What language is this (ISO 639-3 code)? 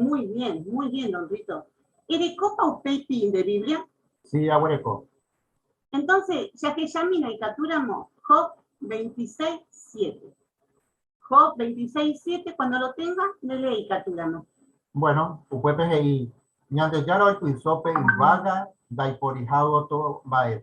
grn